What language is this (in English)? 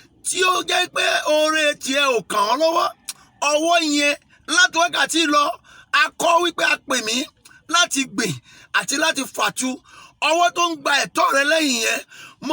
Yoruba